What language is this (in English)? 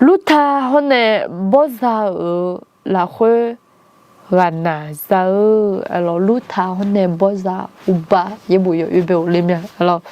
Akha